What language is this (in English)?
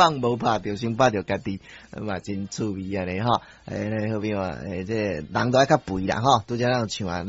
Min Nan Chinese